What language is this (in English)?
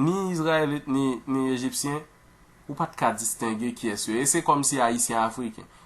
Haitian Creole